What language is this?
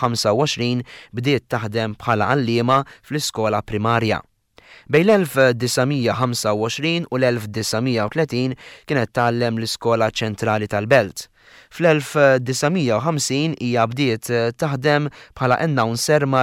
Maltese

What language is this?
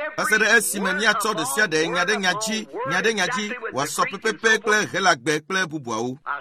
Ewe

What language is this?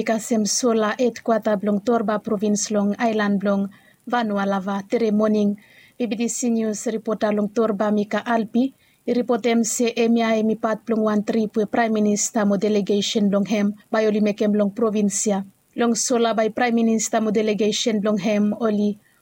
Bislama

